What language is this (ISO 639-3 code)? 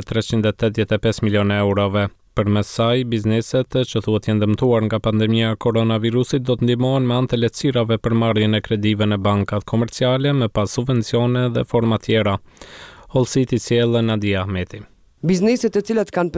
sqi